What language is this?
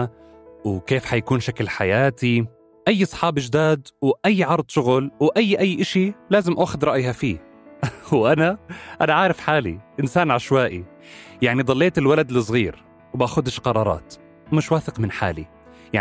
North Levantine Arabic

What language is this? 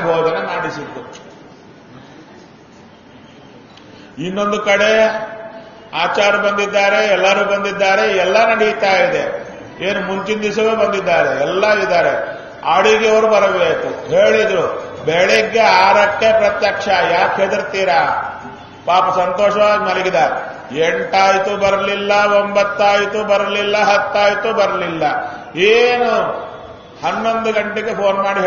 Kannada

